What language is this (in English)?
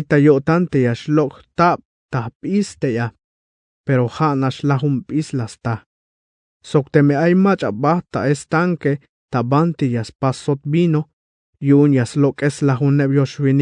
Tzeltal